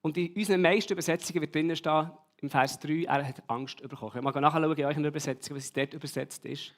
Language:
Swiss German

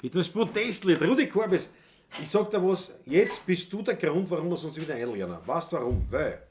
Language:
Bavarian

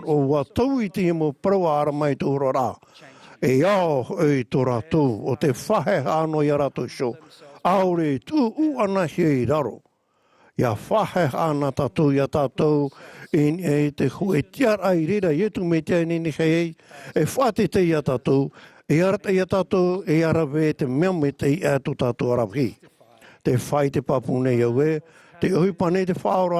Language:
Tahitian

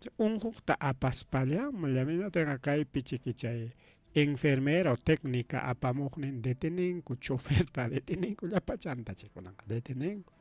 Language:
Ayacucho Quechua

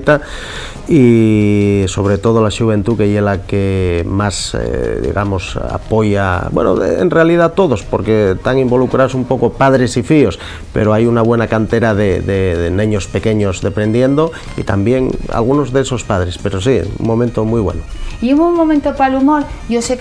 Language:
Asturian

